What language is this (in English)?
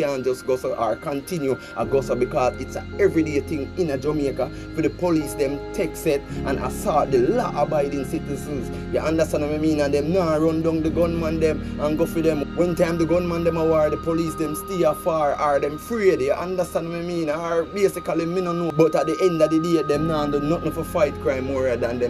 Jamaican Creole English